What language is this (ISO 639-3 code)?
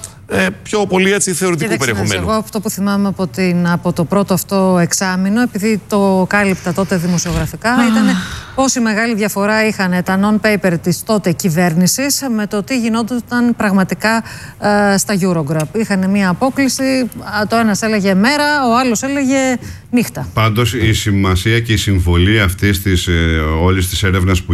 ell